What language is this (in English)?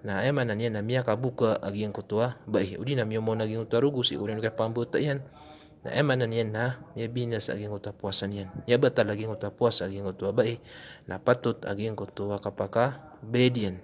Maranao